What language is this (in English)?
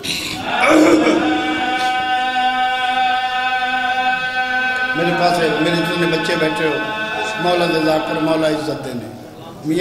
Urdu